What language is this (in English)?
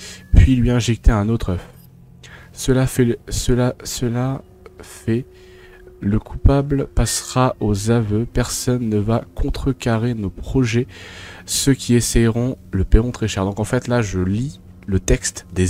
French